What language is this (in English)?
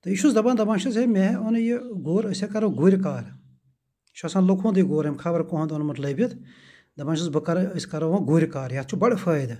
Kashmiri